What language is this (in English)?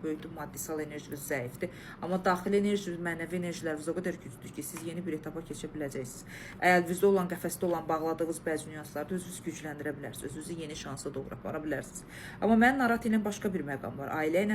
Azerbaijani